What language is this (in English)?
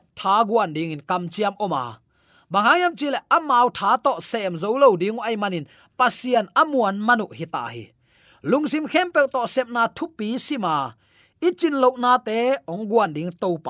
Tedim Chin